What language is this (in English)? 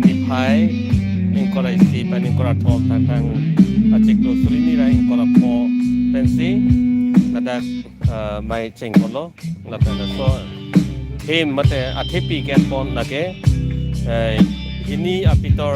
Karbi